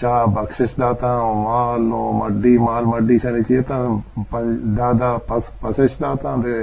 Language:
Eastern Balochi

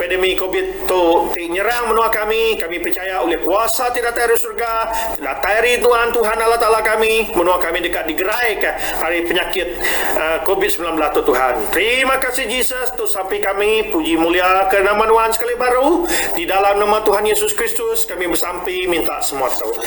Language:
Iban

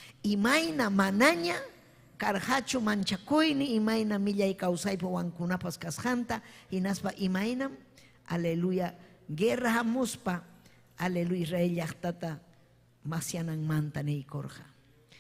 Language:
Ayacucho Quechua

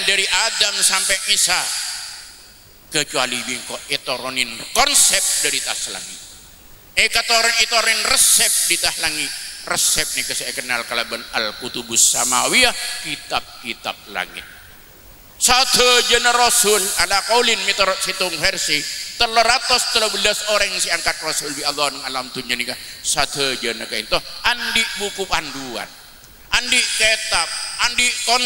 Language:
Madurese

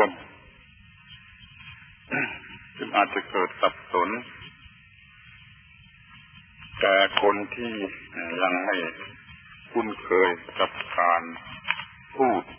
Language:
Thai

